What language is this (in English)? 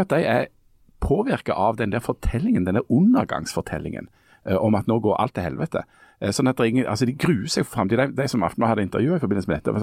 Norwegian